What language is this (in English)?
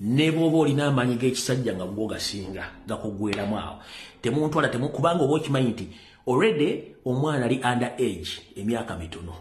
Ganda